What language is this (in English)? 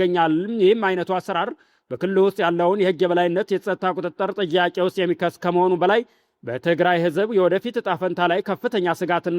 Amharic